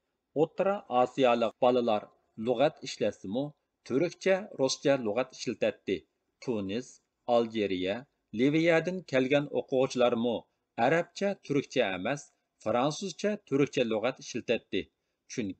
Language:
Uyghur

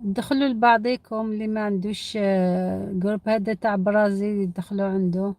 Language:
Algerian Arabic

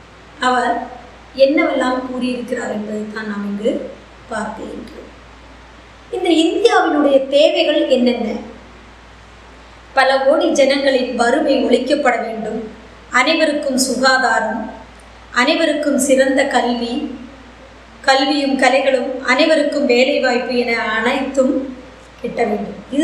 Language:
Tamil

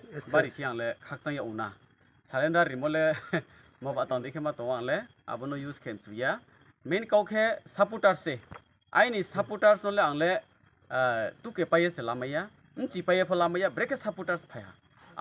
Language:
Riang (India)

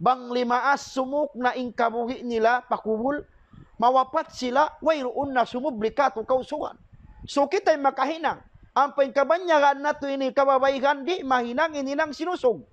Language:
Tausug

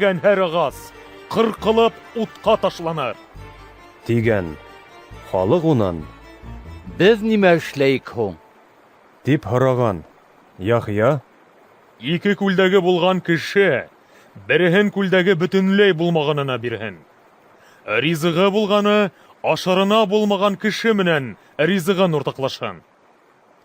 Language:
Bashkir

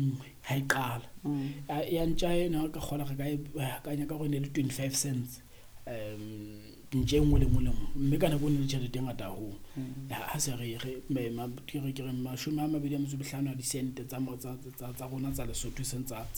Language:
Southern Sotho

